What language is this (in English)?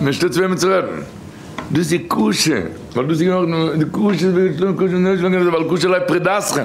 Yiddish